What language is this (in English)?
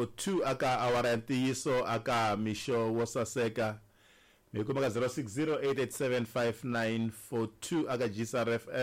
Tsonga